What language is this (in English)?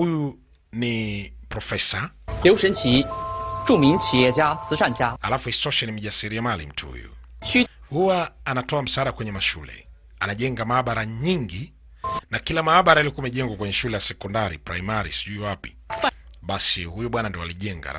Swahili